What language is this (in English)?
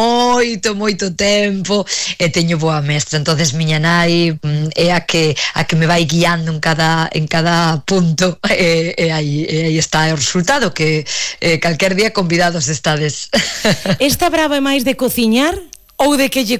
Galician